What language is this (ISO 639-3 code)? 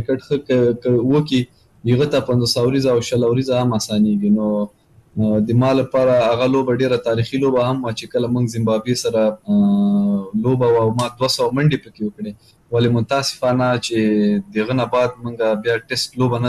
pus